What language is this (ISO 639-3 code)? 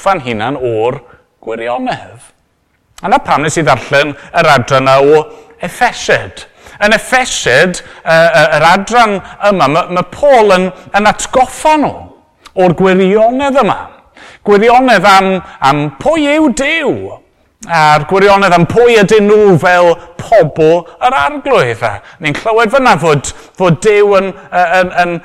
cym